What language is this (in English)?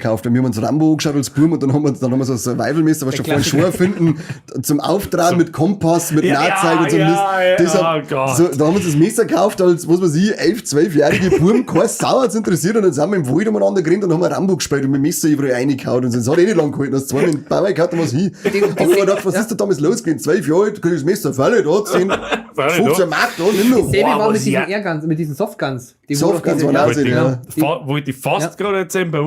Bavarian